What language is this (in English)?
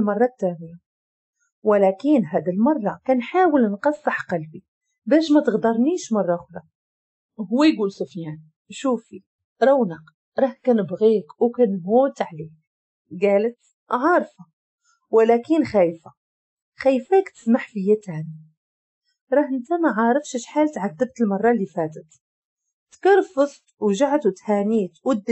Moroccan Arabic